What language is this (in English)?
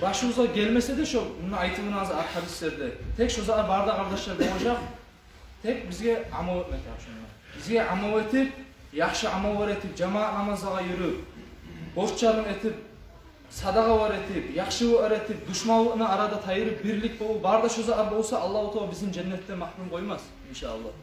Kumyk